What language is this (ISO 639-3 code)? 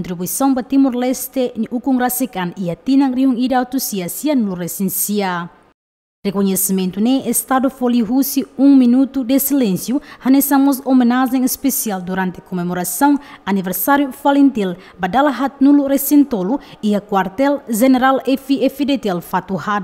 tet